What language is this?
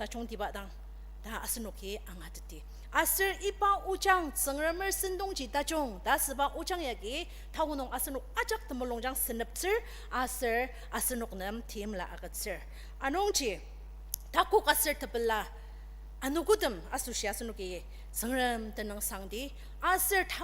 Ao Naga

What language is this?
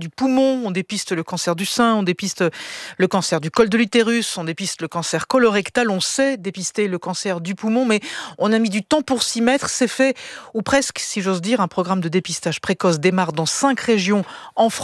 French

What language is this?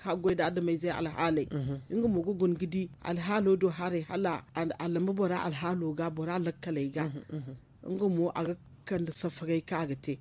Zarma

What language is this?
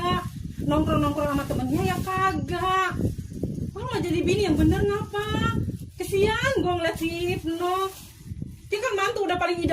Betawi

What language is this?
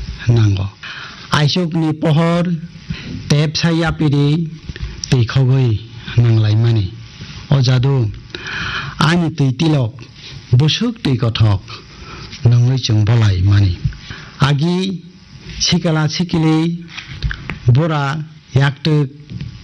Kok Borok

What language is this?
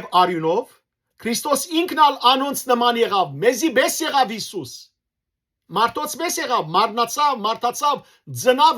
Western Armenian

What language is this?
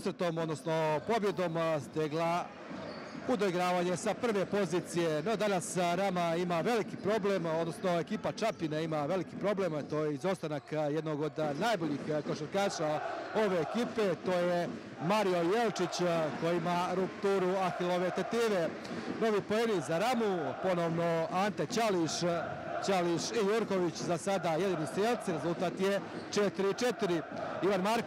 Croatian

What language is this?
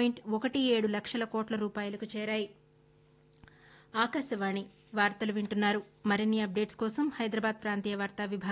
Telugu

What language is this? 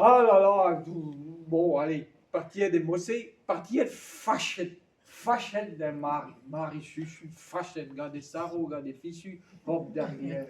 Breton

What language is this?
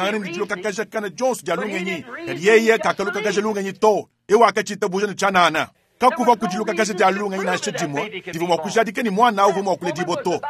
Luba-Lulua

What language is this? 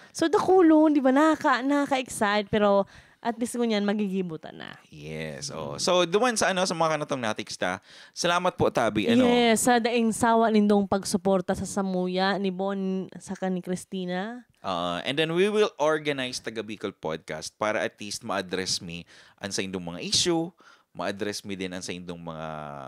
Bikol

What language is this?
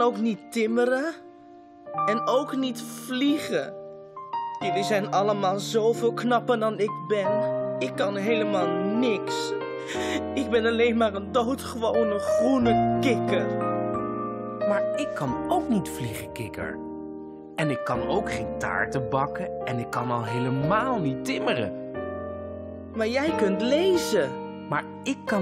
Dutch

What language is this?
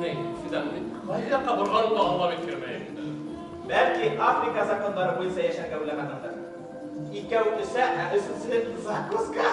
Bashkir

